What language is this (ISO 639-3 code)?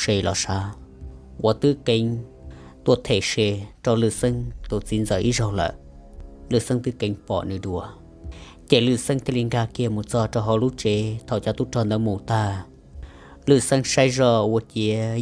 hmn